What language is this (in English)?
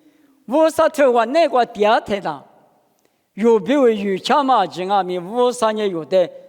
Lisu